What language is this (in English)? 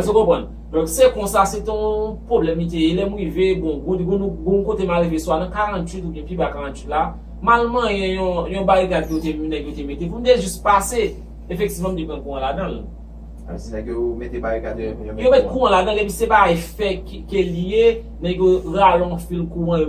Haitian Creole